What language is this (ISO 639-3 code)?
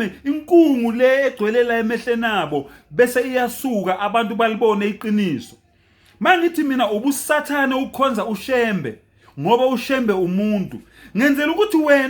zul